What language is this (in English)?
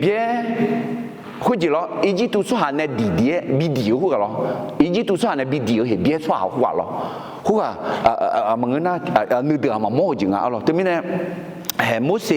Akha